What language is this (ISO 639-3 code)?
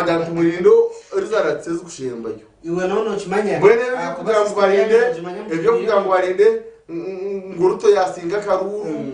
nyn